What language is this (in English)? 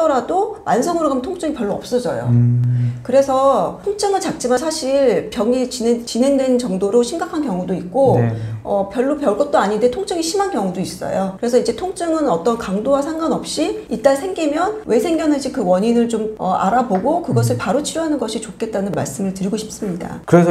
Korean